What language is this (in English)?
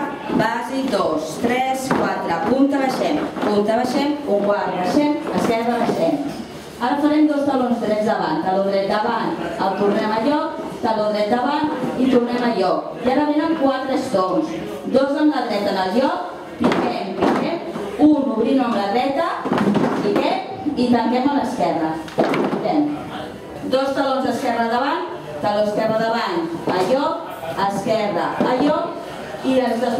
Catalan